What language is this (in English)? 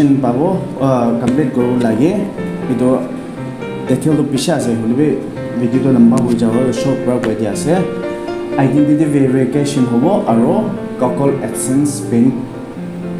Naga Pidgin